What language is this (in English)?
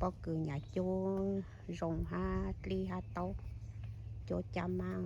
Hmong